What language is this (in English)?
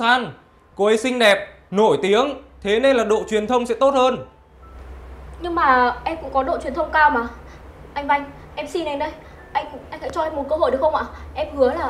Vietnamese